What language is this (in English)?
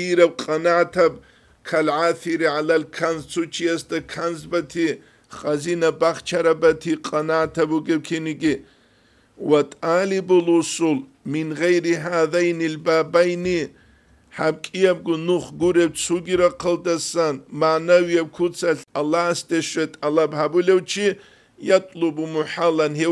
Avaric